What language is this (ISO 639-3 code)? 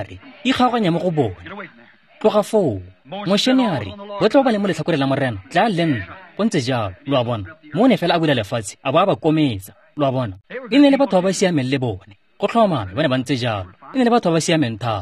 tsn